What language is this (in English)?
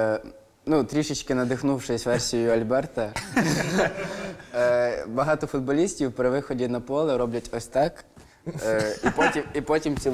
Ukrainian